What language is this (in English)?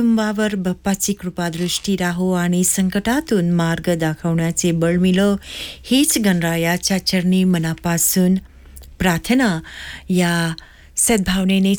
Marathi